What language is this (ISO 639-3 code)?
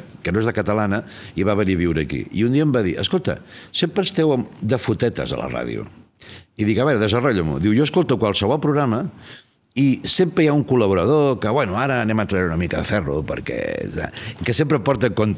cat